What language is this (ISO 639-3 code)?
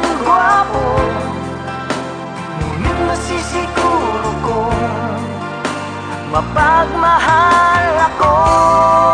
fil